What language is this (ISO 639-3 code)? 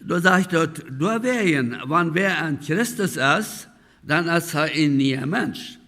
pdt